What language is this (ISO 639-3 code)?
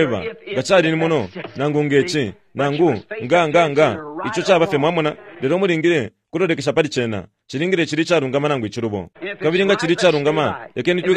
bem